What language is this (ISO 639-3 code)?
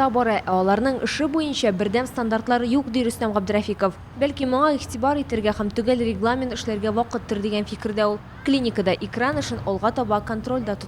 tat